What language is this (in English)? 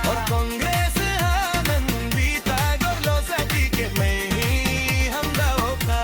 Dimasa